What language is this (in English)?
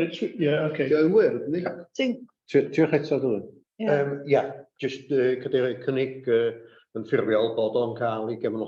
Welsh